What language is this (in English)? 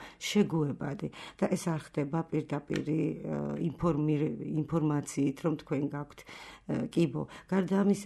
Georgian